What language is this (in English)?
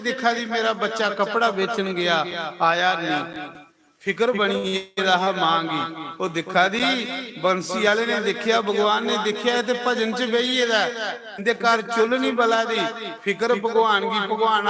Dogri